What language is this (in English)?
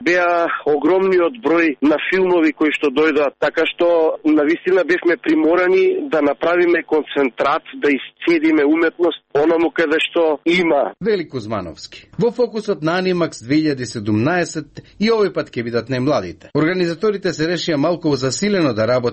Macedonian